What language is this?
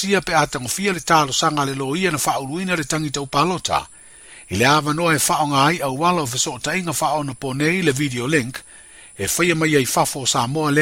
Samoan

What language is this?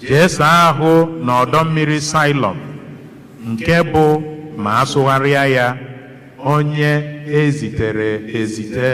Igbo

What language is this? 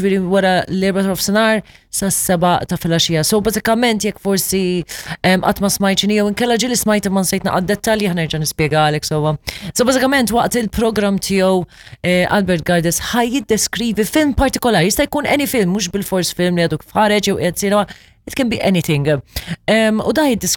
Maltese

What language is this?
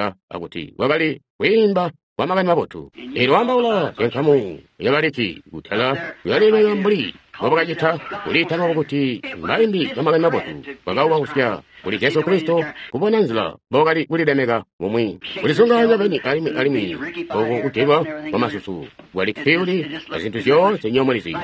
Tonga (Zambia)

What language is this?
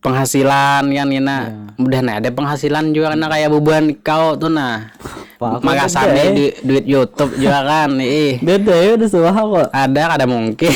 Banjar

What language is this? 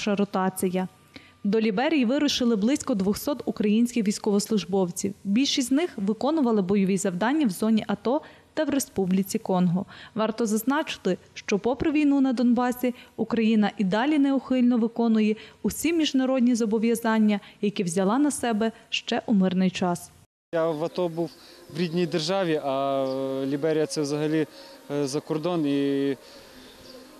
Ukrainian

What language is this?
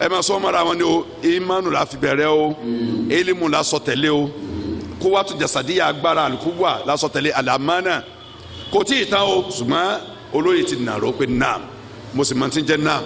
Yoruba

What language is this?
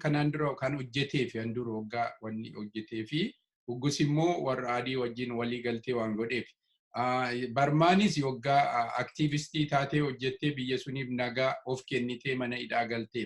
Oromo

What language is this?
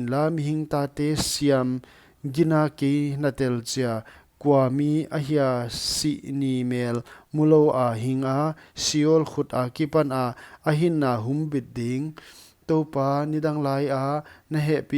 Paite Chin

